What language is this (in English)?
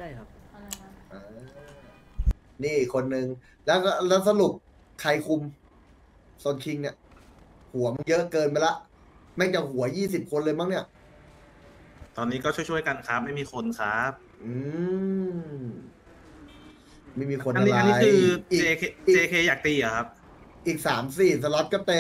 Thai